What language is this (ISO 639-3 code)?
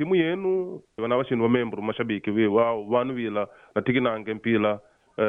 kde